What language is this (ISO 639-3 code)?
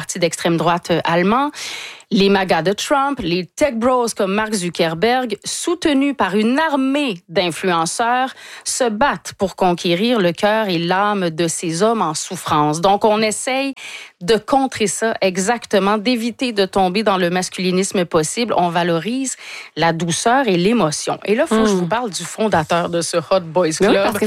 fra